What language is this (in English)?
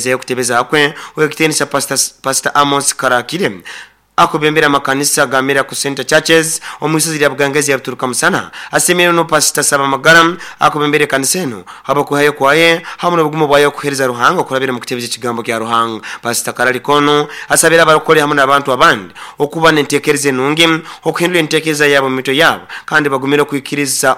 Nyoro